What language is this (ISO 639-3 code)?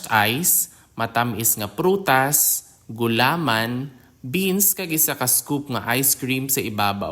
hil